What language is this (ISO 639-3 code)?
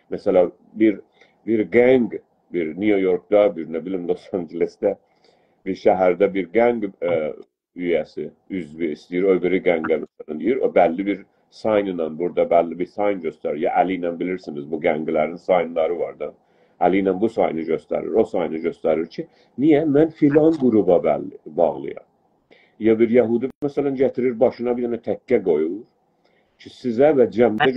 azb